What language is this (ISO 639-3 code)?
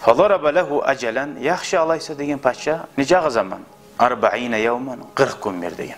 kum